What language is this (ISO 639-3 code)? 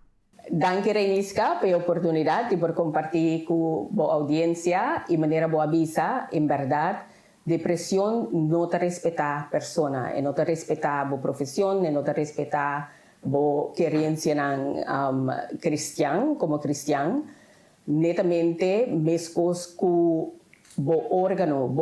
pap